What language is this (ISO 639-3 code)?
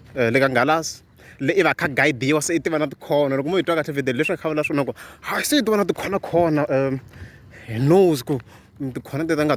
tso